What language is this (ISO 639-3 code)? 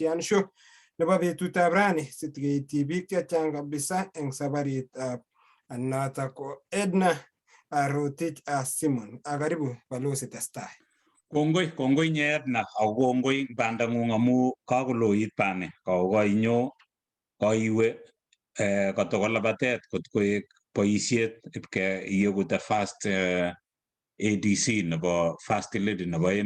kln